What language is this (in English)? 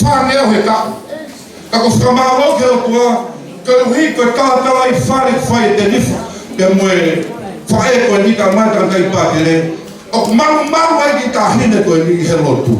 Tongan